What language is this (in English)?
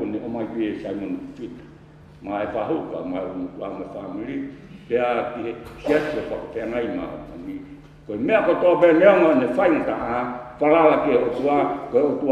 Tongan